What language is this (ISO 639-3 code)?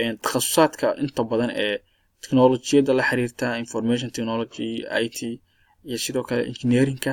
som